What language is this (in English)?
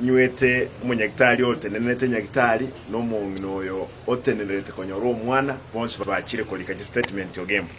Gusii